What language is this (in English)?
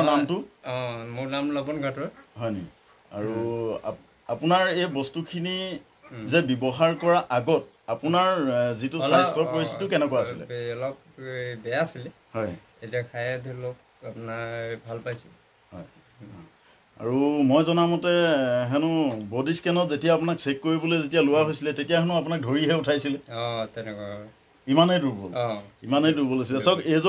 Assamese